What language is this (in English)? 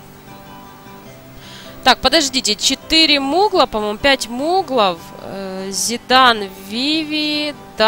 Russian